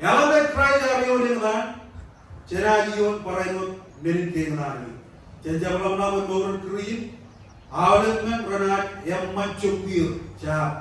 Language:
Marshallese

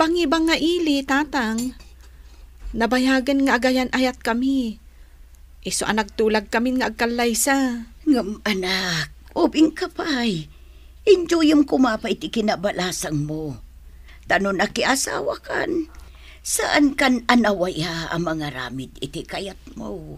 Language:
Iloko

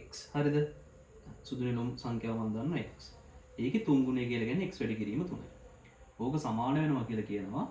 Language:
Sinhala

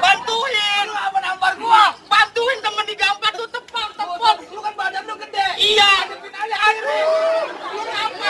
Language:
Betawi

